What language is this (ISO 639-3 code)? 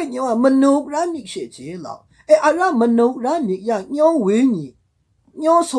mhx